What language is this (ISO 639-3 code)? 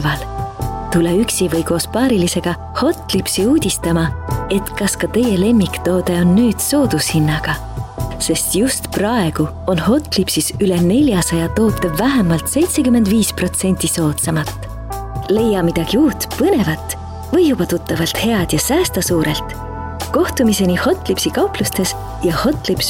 est